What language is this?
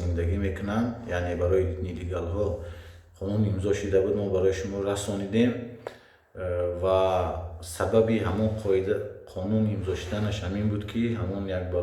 Tajik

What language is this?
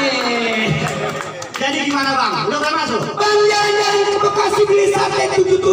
Betawi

